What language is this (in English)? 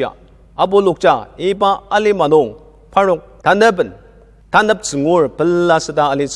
Ao Naga